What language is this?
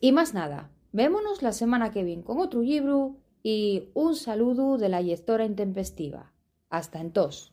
Asturian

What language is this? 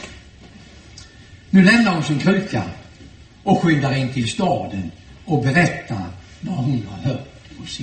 Swedish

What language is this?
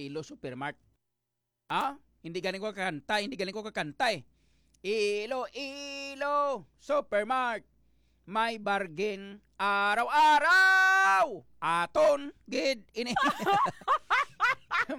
Hiligaynon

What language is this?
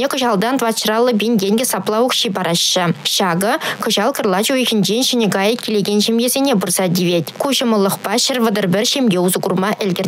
Chuvash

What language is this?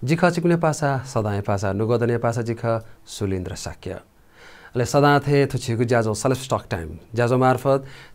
Newari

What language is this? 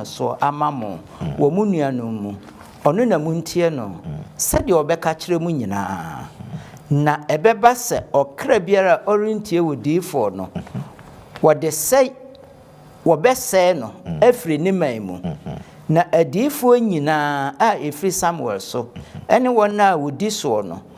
Akan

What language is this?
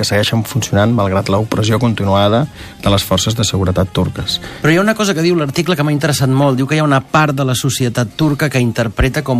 Catalan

